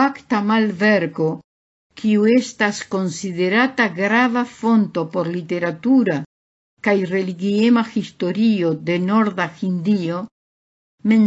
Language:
Esperanto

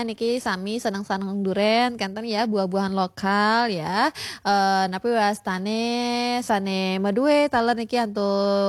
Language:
Balinese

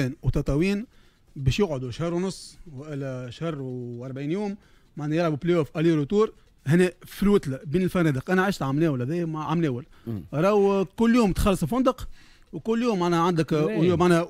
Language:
Tunisian Arabic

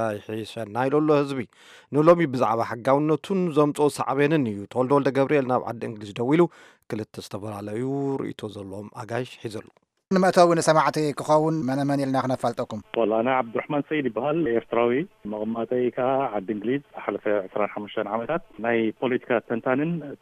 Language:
Tigrinya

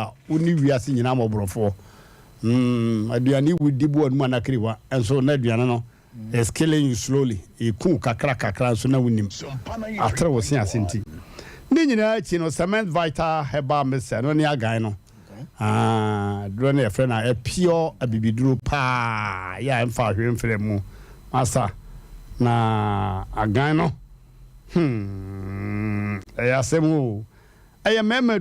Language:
Akan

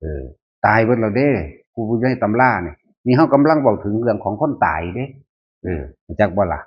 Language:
Northeastern Thai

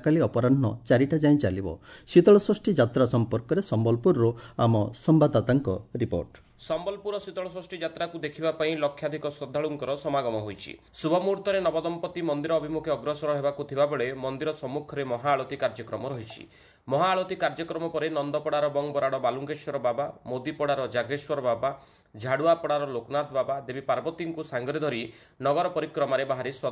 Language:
Odia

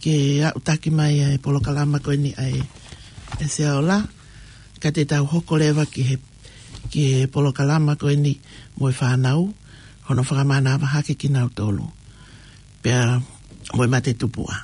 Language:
Tongan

